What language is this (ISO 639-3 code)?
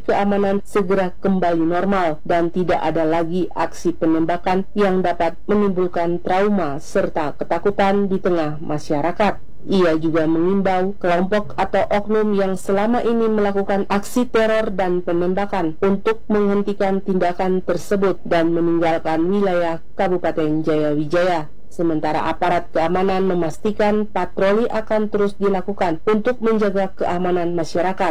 ind